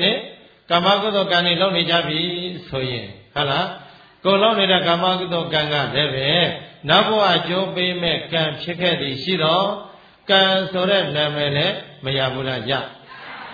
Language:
Burmese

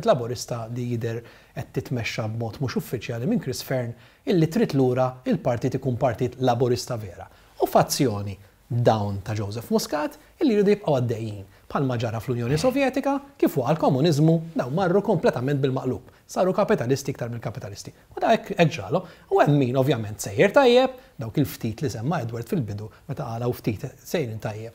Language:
Maltese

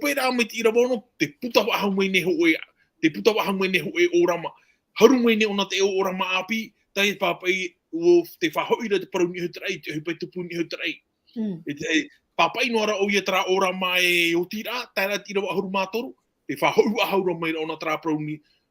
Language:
Tahitian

